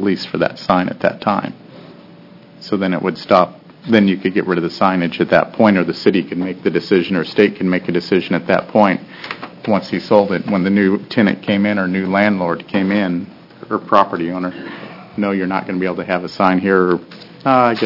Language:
English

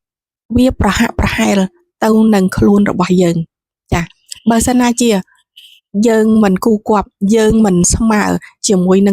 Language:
Khmer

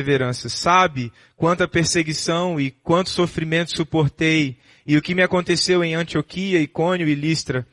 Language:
Portuguese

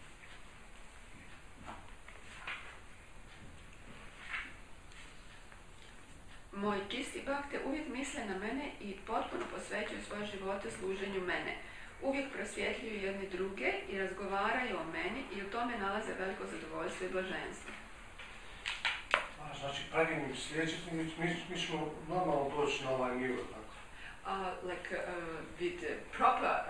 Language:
Croatian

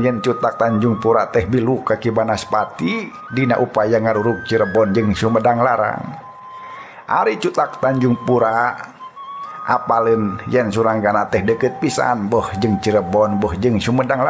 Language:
Sundanese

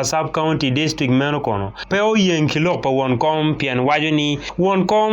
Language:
Acoli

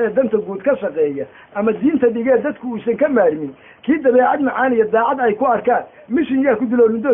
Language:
Somali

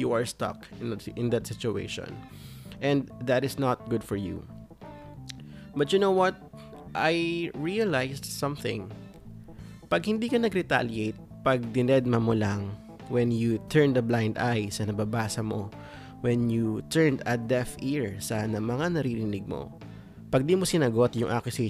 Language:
Filipino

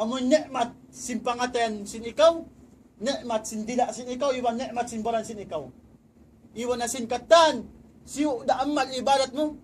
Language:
Tausug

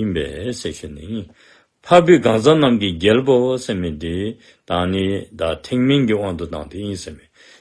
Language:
Dzongkha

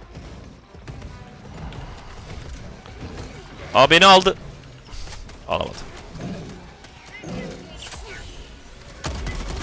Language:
Turkish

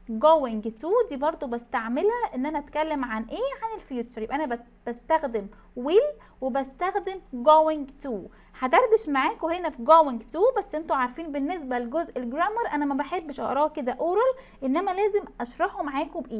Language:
Egyptian Arabic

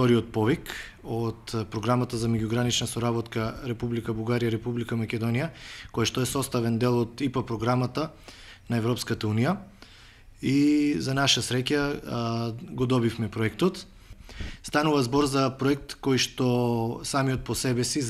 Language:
Macedonian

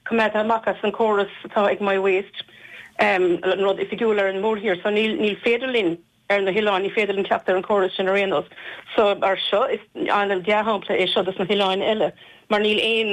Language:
Irish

